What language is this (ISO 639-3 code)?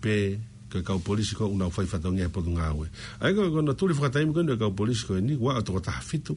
ton